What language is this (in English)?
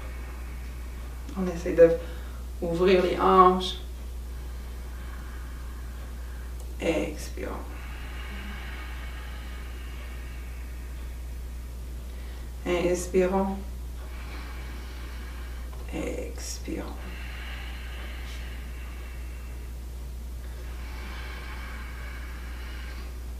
French